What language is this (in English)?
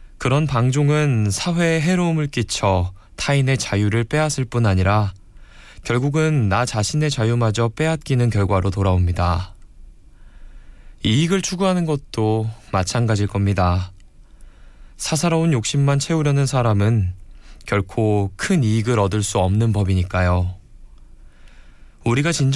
Korean